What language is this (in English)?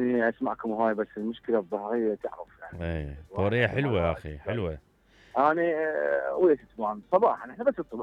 Mesopotamian Arabic